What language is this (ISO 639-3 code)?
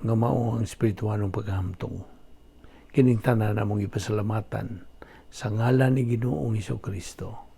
ceb